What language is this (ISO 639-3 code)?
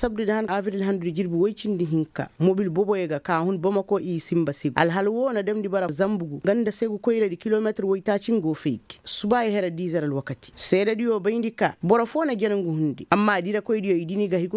ses